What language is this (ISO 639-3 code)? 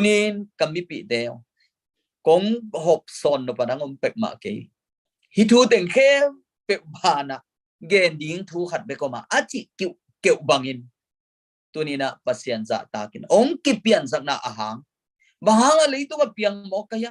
ctd